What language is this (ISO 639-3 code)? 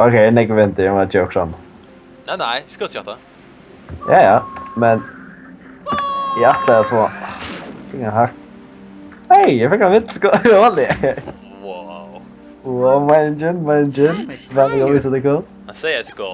fao